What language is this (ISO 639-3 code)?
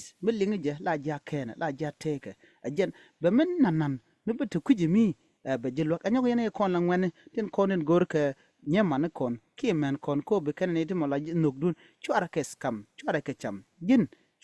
nus